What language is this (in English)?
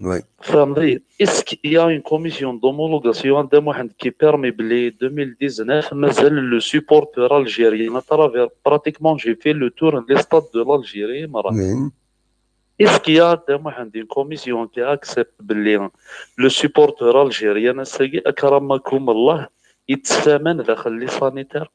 Kabyle